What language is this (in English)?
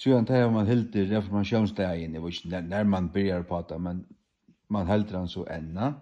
Faroese